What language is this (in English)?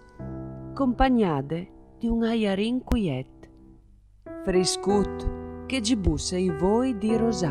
Friulian